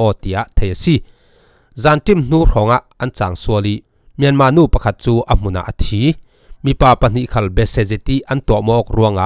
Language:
Falam Chin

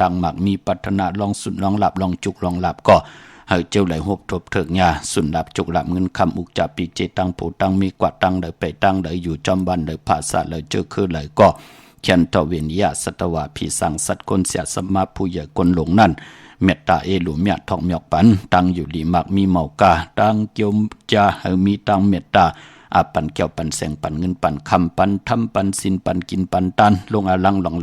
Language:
Shan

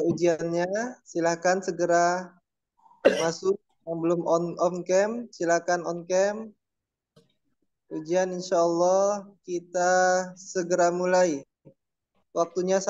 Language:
Indonesian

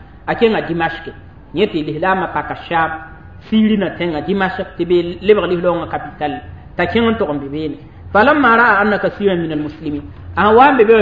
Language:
Mossi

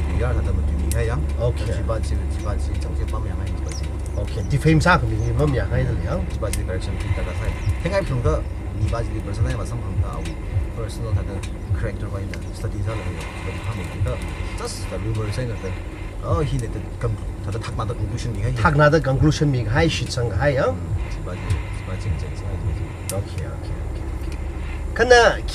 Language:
Tangkhul Naga (India)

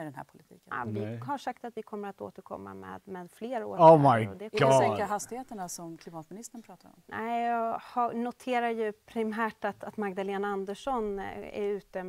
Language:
Swedish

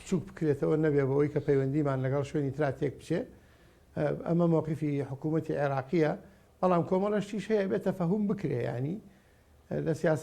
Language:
Central Kurdish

